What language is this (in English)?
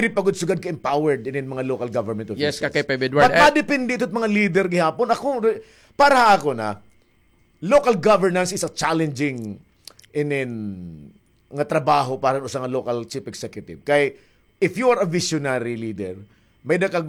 Waray